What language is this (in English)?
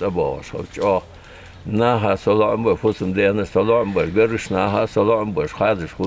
Ingush